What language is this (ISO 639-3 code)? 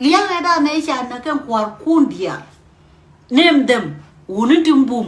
nus